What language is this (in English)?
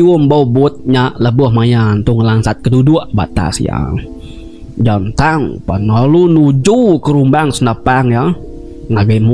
Iban